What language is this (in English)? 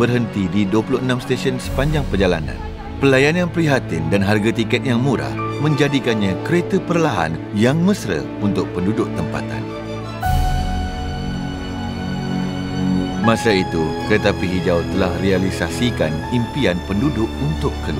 Malay